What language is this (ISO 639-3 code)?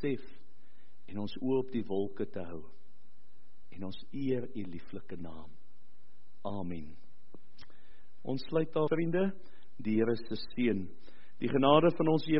afr